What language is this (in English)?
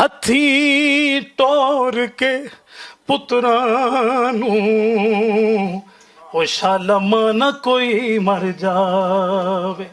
Western Panjabi